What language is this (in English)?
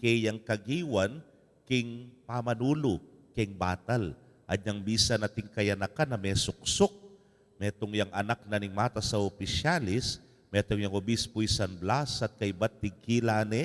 Pampanga